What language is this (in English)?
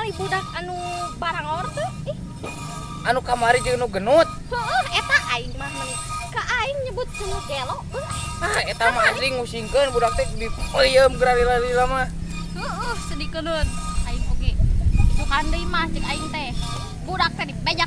Sundanese